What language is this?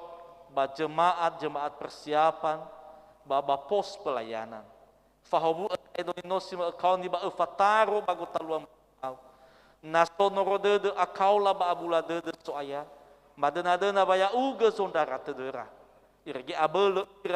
Nias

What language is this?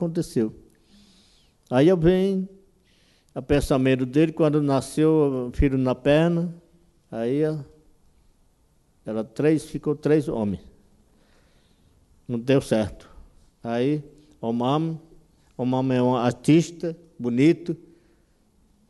Portuguese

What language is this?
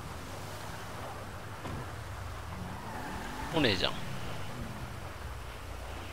Japanese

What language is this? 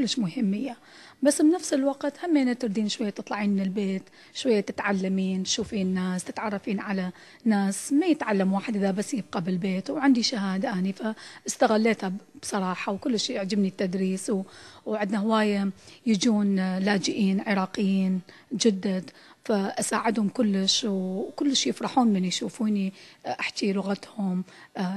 Mesopotamian Arabic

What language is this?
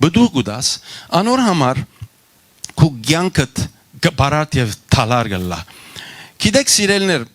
Western Armenian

